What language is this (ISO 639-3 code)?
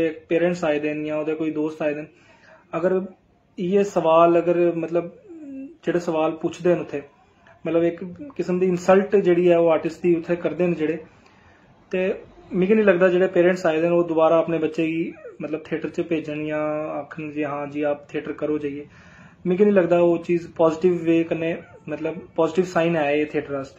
doi